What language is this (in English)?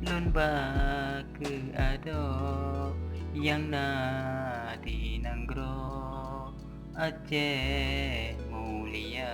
Achinese